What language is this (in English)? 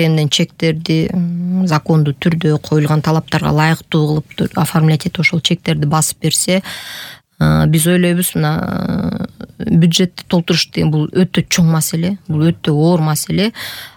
Kyrgyz